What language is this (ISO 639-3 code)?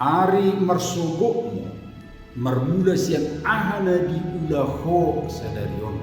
bbc